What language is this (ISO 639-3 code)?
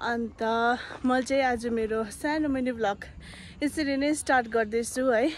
nep